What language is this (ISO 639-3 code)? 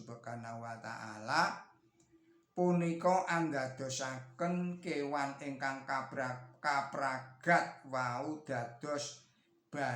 jav